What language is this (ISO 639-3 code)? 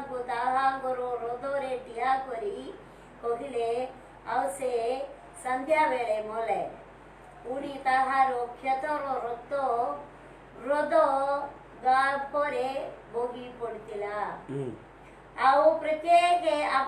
ori